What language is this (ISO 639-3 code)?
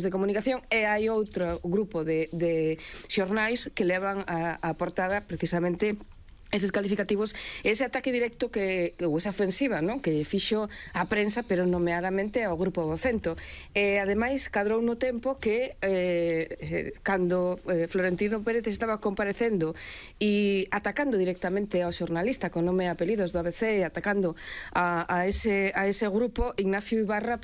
glg